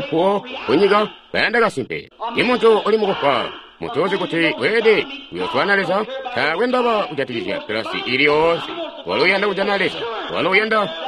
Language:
Tonga (Zambia)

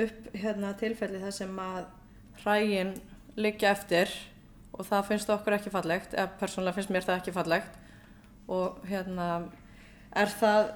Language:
Icelandic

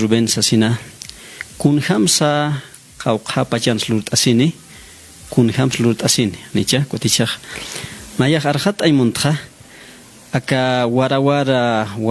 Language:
Aymara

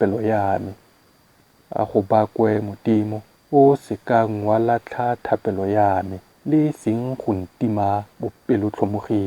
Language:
Tswana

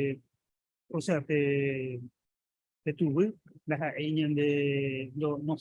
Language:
Guarani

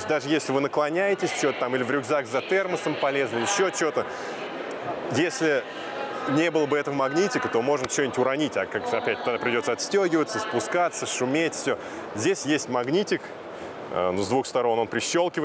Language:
Russian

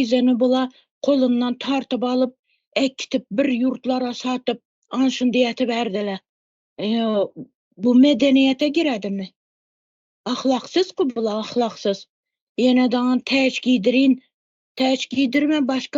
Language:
Turkmen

